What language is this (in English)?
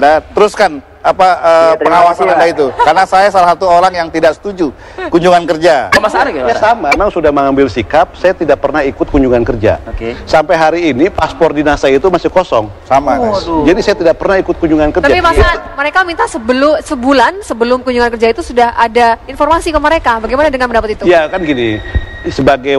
Indonesian